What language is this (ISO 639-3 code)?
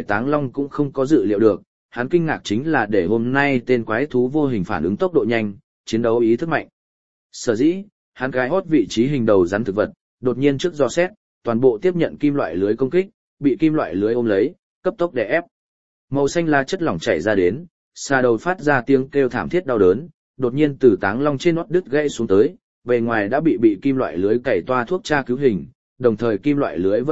vie